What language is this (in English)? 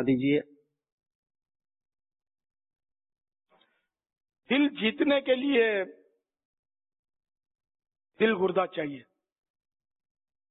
Urdu